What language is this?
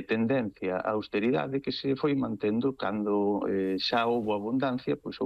Galician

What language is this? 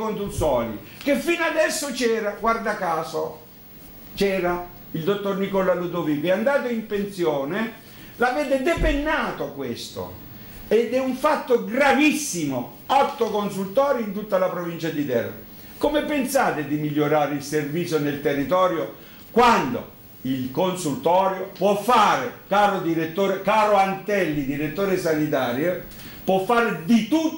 Italian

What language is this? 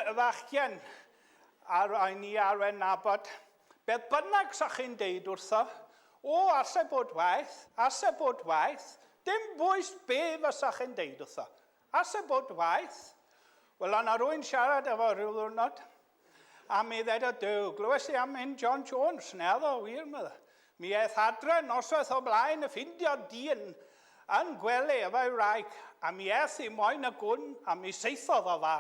Welsh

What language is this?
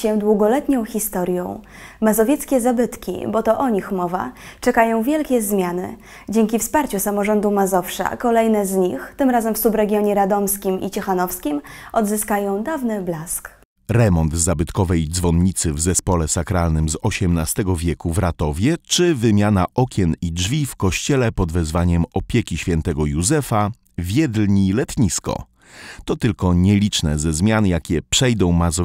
Polish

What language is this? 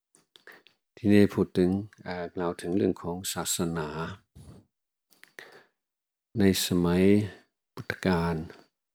Thai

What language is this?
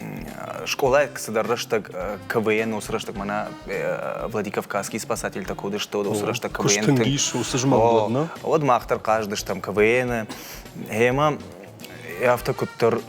Ossetic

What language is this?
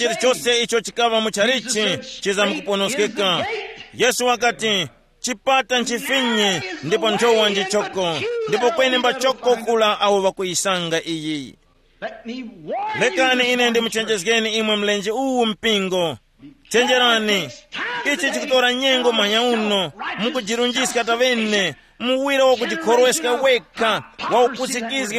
Tumbuka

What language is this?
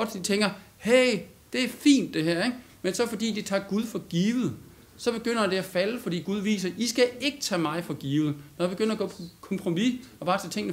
Danish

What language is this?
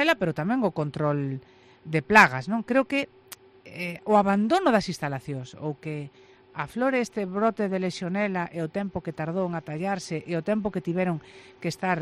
Galician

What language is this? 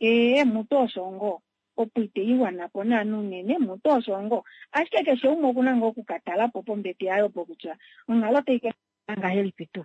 Kuanyama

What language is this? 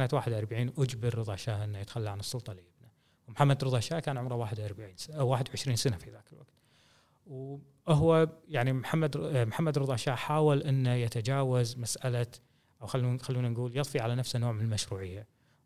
Gulf Arabic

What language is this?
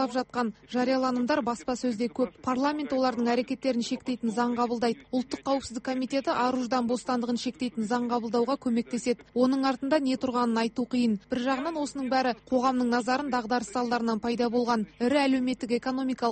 Kazakh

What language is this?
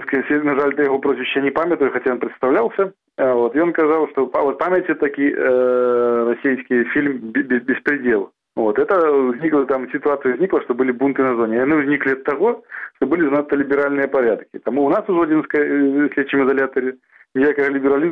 Belarusian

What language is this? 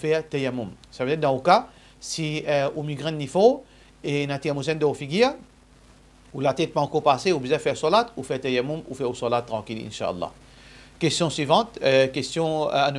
Morisyen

